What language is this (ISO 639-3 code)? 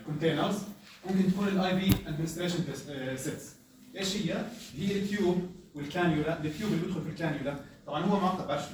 apc